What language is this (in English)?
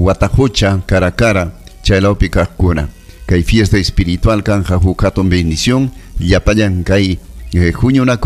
Ayacucho Quechua